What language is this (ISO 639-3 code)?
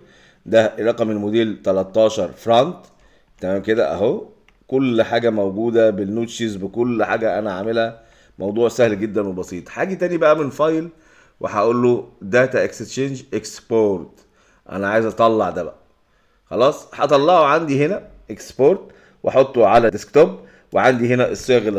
arz